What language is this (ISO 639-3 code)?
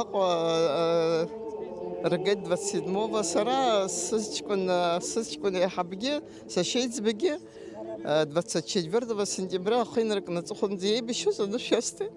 abk